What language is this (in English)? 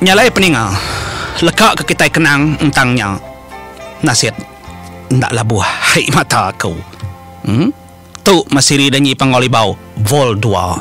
Iban